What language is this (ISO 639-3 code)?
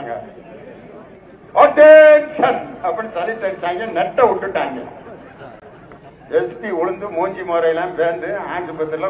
tam